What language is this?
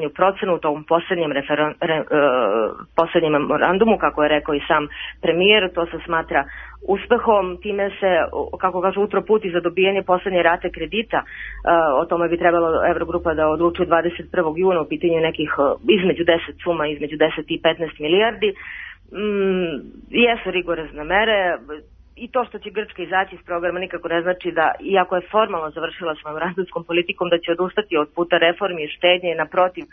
Serbian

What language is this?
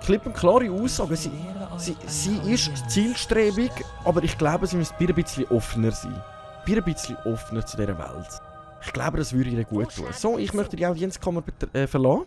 Swiss German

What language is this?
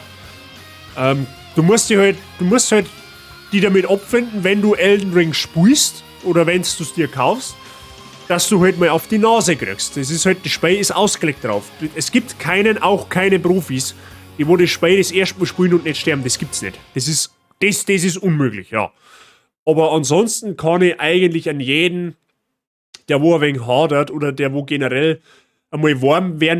Bavarian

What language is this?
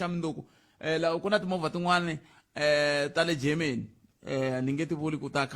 Tsonga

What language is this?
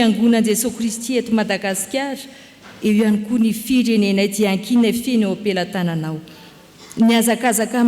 Malagasy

